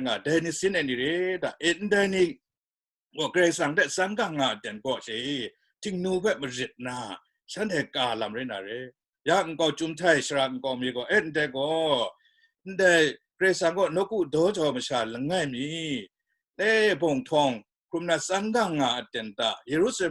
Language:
Kachin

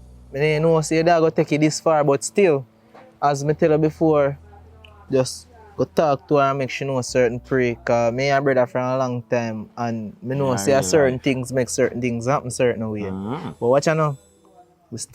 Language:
Jamaican Creole English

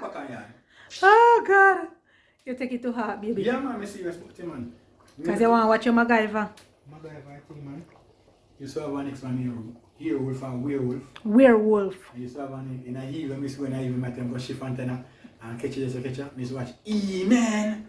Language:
Jamaican Creole English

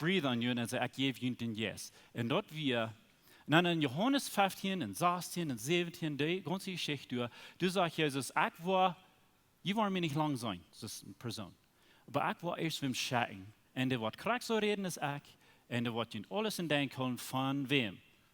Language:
Plautdietsch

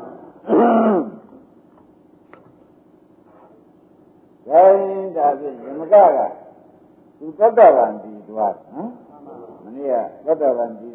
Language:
Burmese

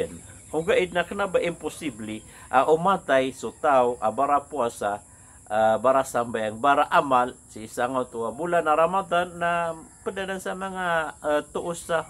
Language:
Maranao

